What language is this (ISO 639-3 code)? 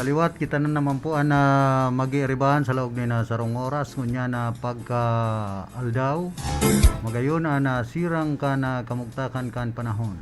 bik